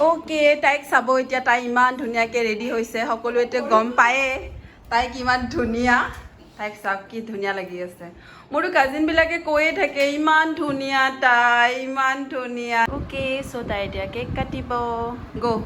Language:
Assamese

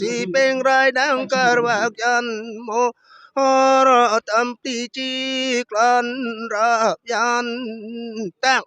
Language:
Karbi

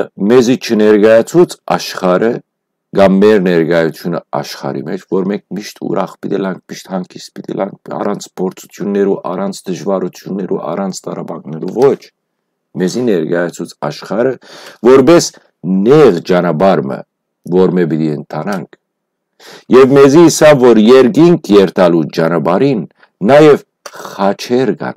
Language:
Western Armenian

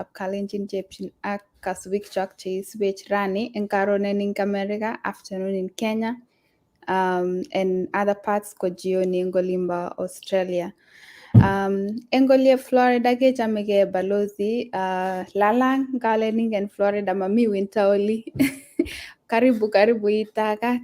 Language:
Kalenjin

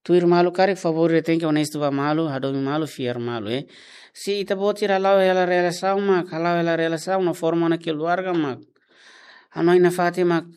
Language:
Tetum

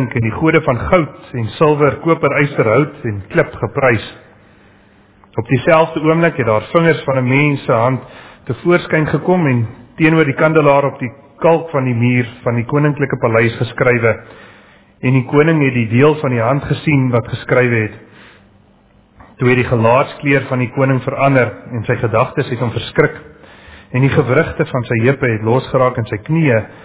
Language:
Afrikaans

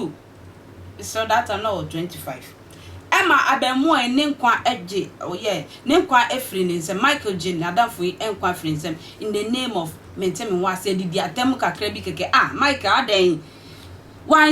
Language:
Akan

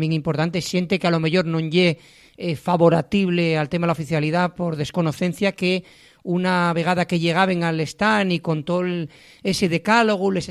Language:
Asturian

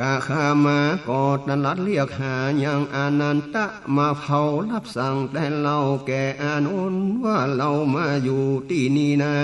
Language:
Northern Thai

